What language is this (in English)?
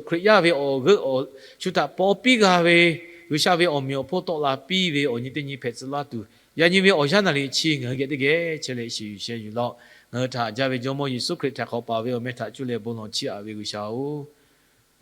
Lahu